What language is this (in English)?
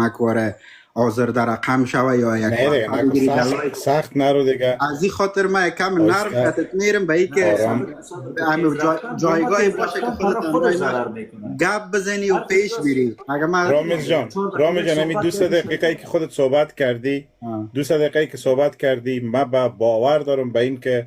Persian